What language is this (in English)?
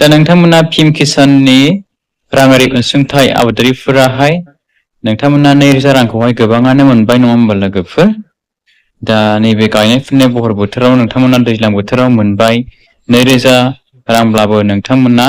Bodo